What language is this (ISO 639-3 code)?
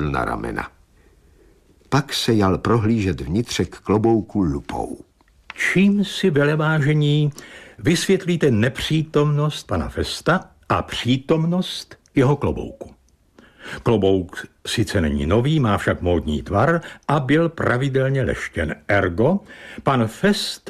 ces